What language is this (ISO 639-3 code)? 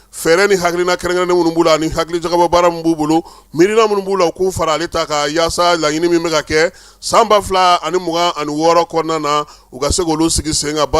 bam